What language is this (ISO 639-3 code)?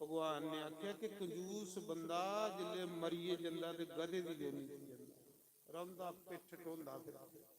doi